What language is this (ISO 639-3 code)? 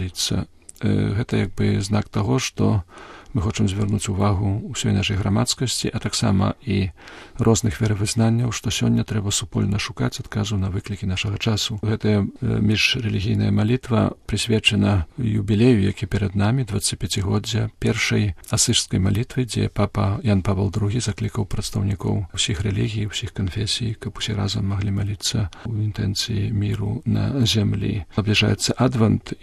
bel